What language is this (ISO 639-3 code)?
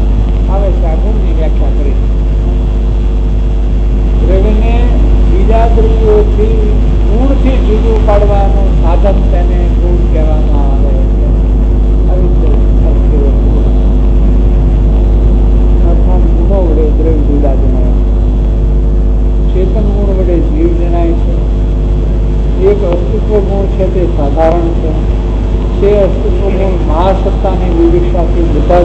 guj